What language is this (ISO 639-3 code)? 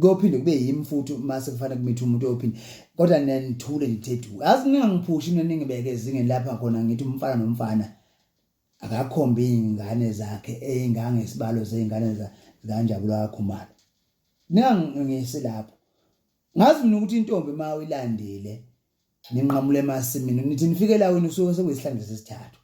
zul